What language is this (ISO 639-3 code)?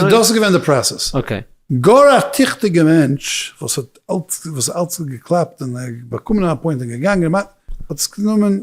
yid